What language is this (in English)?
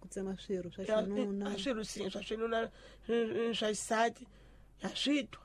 Tsonga